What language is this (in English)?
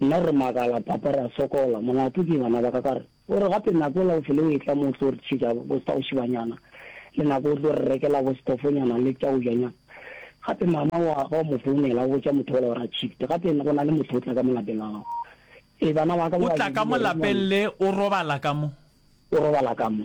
Northern Sotho